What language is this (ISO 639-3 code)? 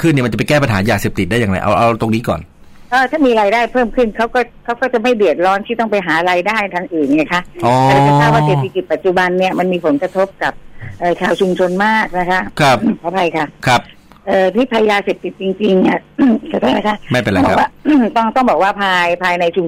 tha